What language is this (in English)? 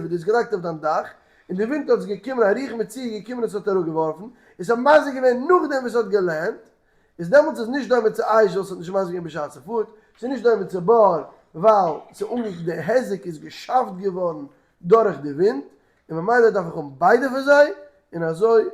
Yiddish